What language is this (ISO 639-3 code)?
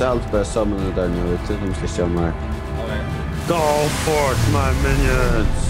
fao